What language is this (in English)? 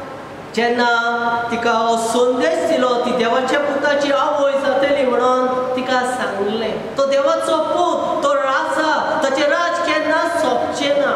Konkani